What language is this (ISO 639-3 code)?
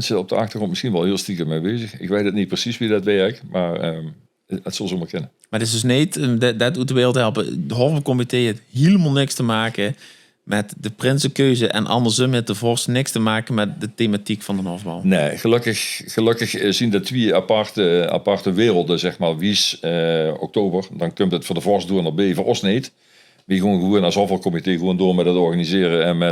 lim